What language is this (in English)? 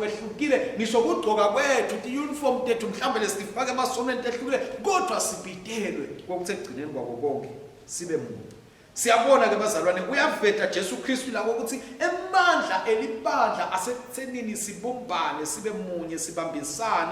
Swati